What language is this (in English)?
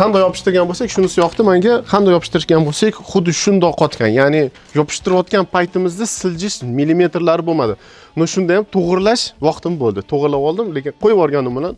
Uzbek